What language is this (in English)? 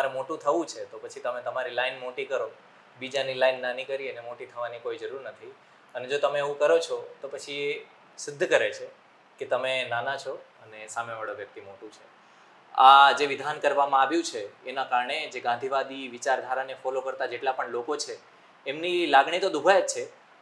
Gujarati